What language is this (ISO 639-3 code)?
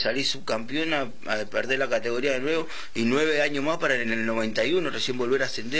spa